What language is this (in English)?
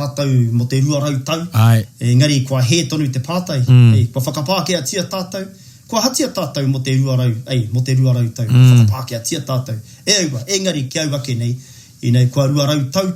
Māori